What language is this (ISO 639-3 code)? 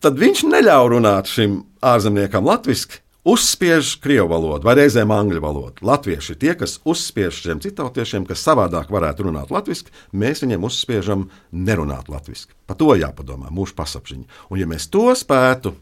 lav